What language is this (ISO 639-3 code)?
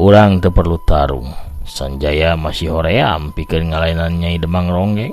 sun